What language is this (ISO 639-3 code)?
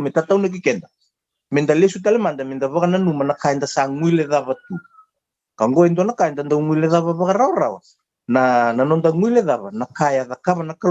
fij